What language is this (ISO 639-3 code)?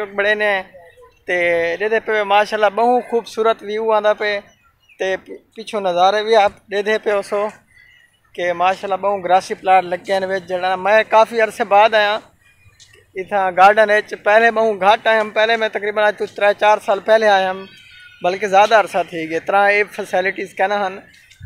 skr